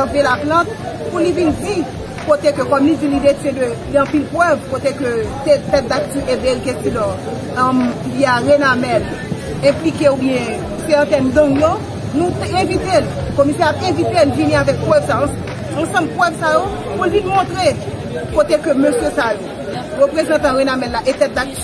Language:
Haitian Creole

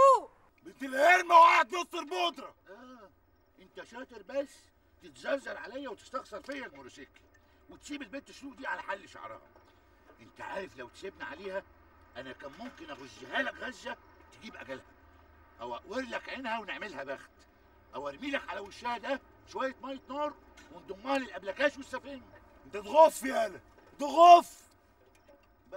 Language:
Egyptian Arabic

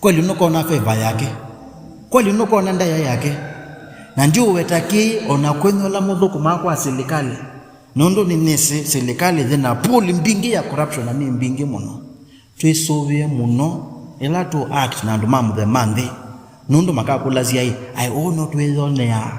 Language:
Kamba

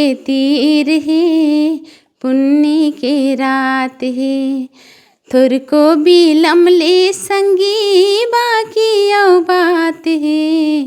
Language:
Chhattisgarhi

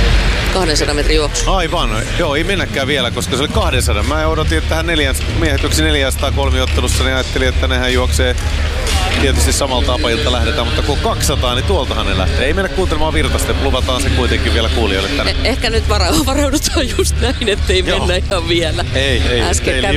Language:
Finnish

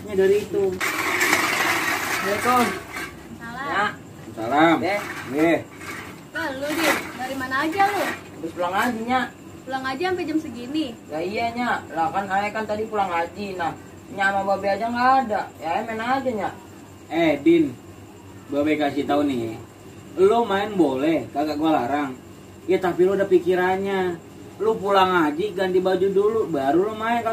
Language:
Betawi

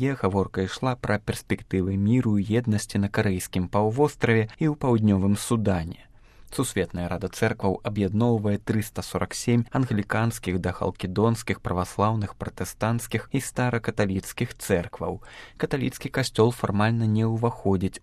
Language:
Belarusian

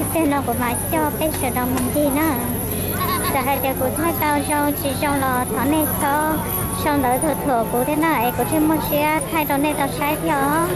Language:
Hmong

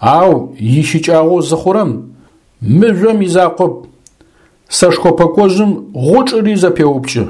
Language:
Adyghe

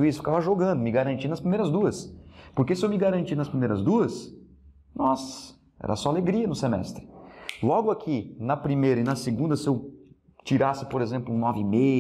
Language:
Portuguese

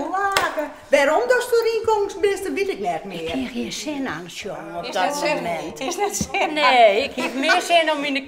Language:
Western Frisian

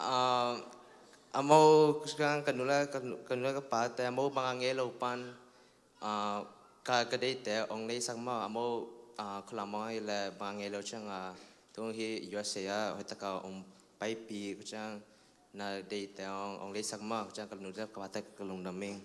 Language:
Tedim Chin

